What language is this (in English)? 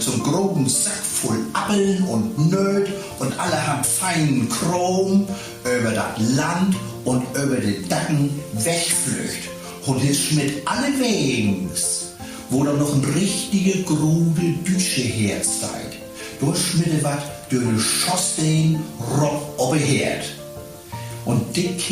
Low German